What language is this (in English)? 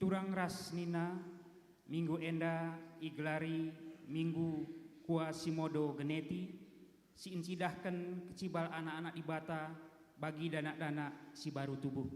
Batak Karo